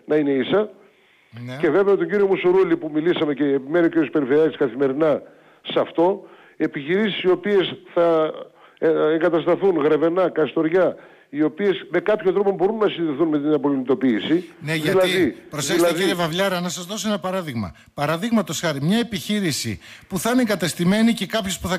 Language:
Greek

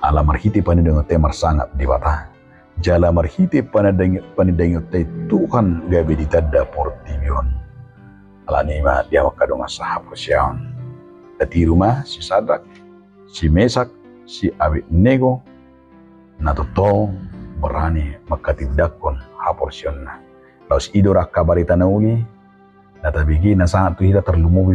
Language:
Batak Toba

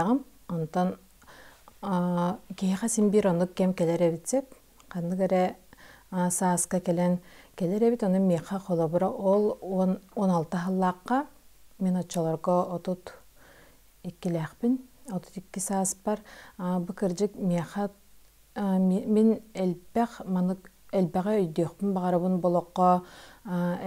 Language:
Yakut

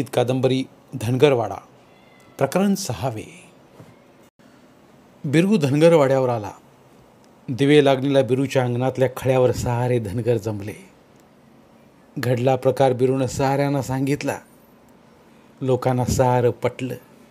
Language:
Marathi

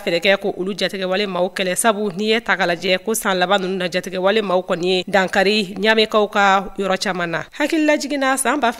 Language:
Bambara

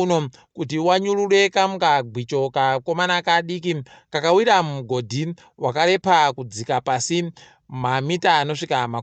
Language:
Ndau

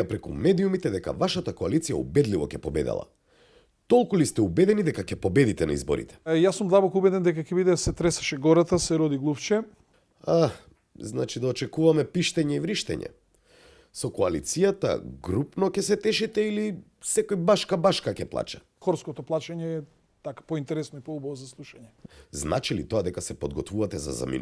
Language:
Macedonian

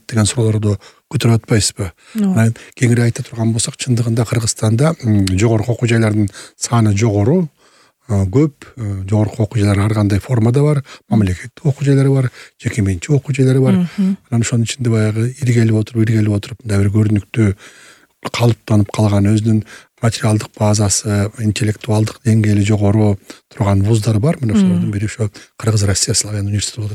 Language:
Kyrgyz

